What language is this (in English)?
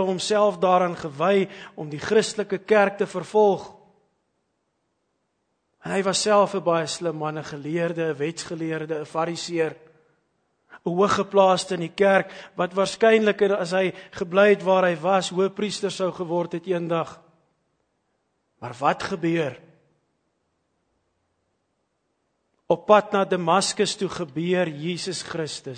Afrikaans